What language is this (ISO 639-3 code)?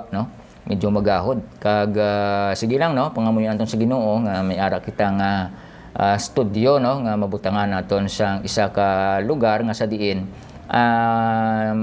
hil